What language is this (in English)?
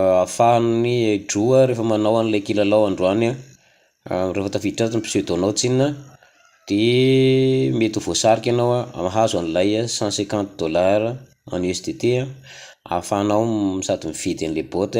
Malagasy